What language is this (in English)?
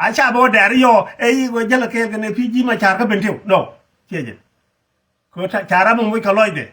Nuer